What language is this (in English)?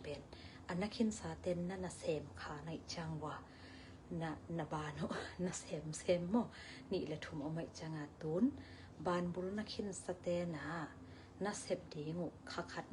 Tedim Chin